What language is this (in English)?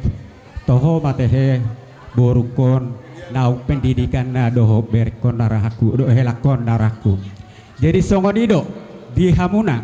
Batak Toba